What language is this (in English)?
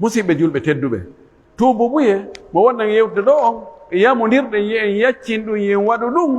Pular